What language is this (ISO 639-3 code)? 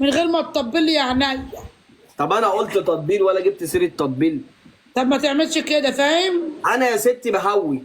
arz